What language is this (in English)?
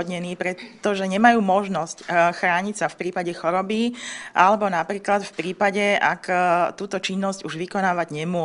Slovak